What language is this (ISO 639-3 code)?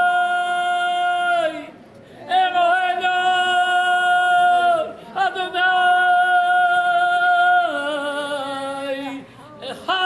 heb